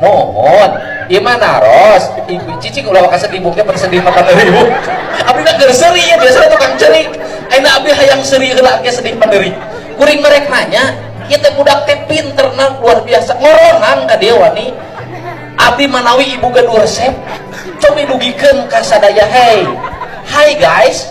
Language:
Sundanese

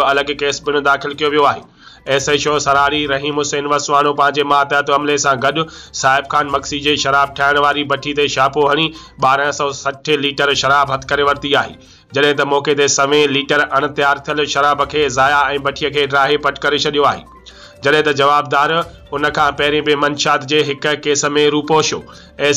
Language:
Sindhi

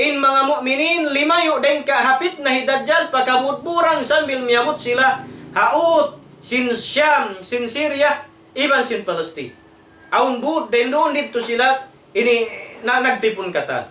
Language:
Tausug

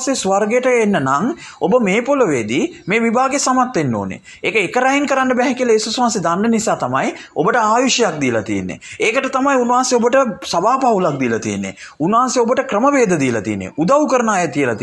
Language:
Sinhala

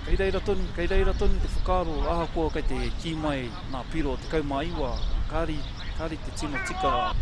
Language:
Māori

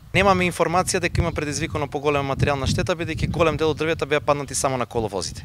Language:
Macedonian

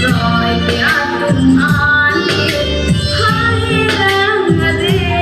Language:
Karbi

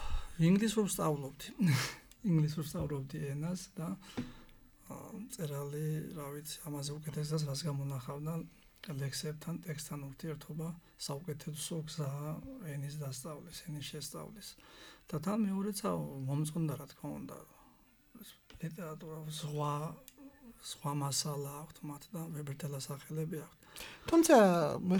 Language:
Georgian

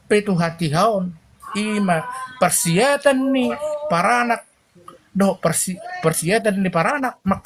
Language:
Batak Toba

